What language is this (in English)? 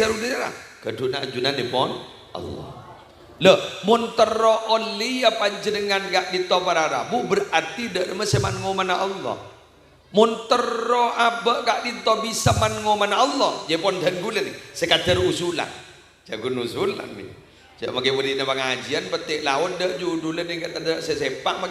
Madurese